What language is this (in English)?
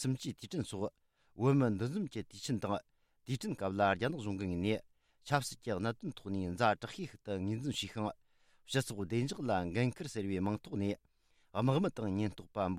Tibetan